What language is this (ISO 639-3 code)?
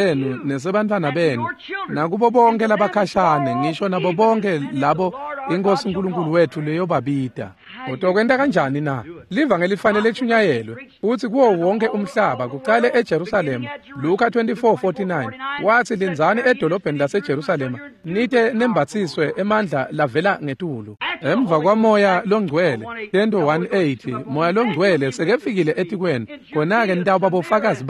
ssw